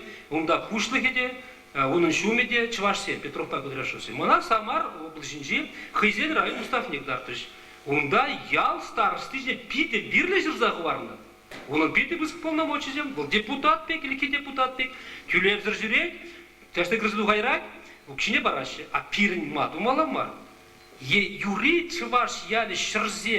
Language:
Chuvash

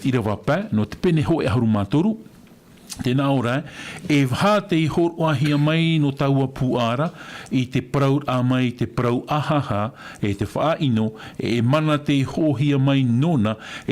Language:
Tahitian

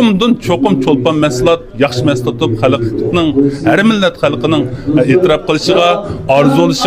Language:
Uyghur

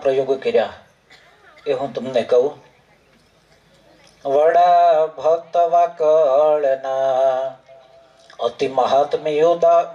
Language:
Gujarati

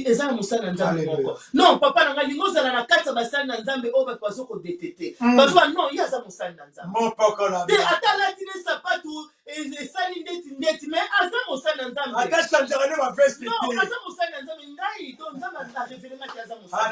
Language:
Lingala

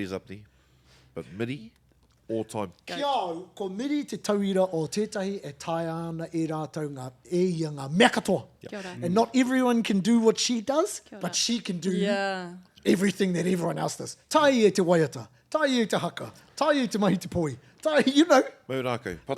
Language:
Māori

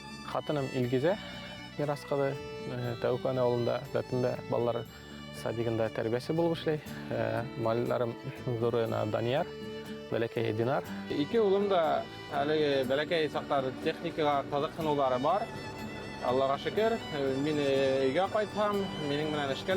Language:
Bashkir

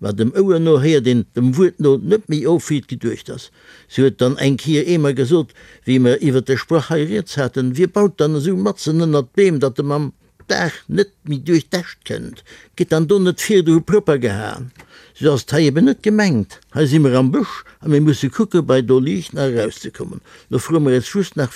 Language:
Luxembourgish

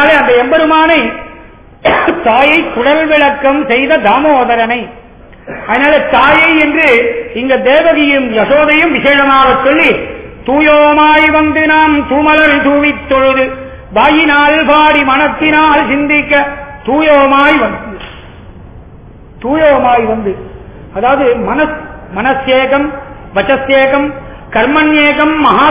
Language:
Tamil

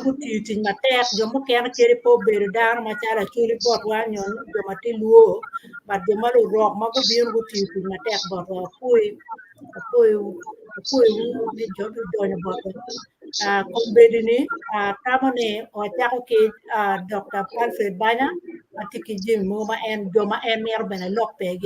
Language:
Acoli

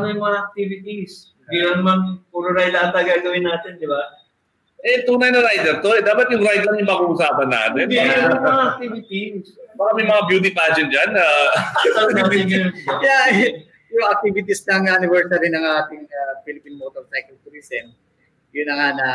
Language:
Filipino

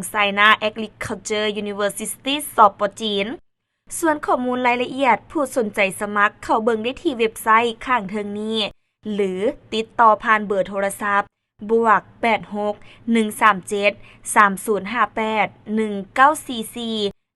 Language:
Lao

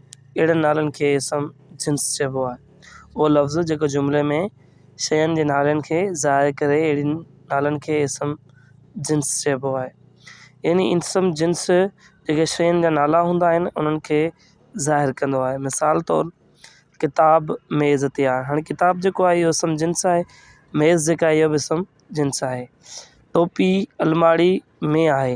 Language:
Sindhi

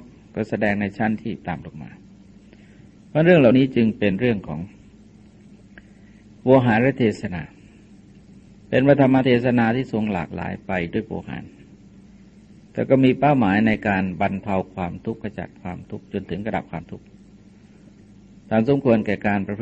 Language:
Thai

